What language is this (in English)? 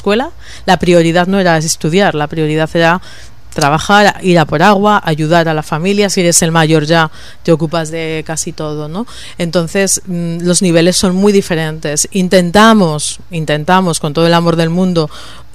Spanish